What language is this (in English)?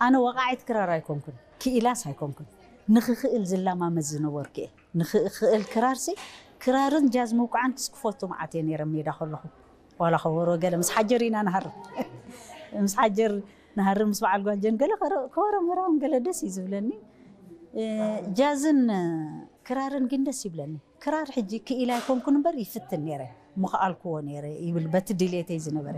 Tigrinya